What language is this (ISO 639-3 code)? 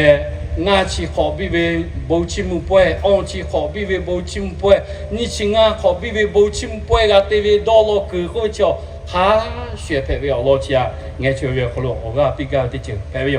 lhu